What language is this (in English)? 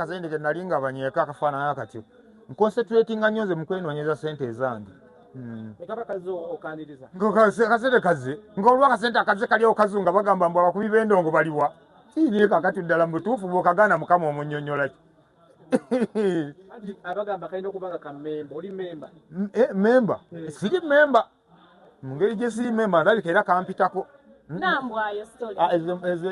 Ganda